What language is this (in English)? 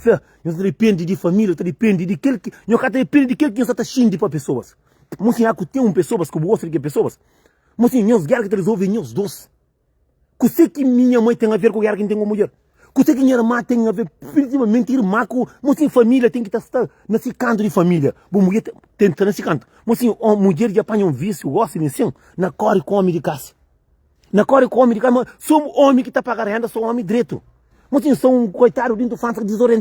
Kabuverdianu